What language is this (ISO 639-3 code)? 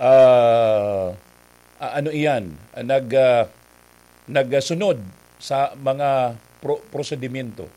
bik